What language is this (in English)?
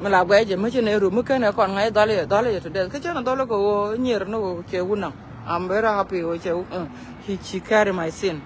Nuer